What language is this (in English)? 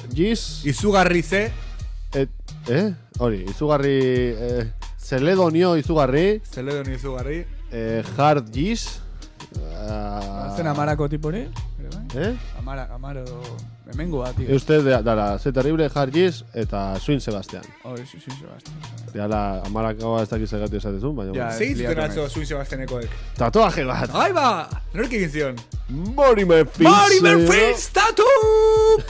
Basque